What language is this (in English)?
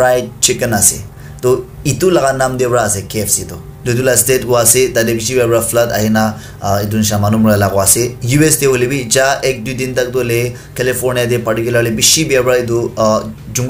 Naga Pidgin